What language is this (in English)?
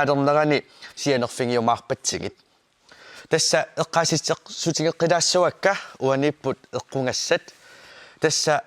Kalaallisut